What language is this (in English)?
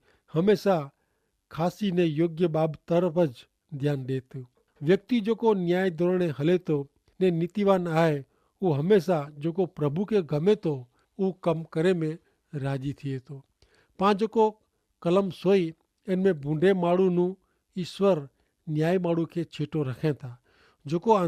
Kachhi